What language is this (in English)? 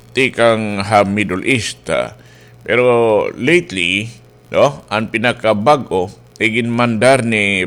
Waray